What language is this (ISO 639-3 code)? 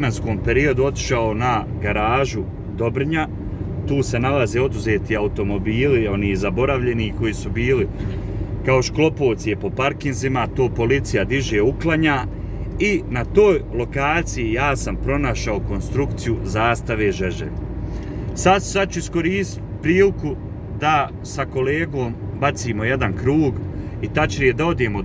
bos